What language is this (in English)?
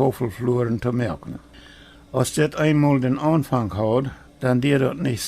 Plautdietsch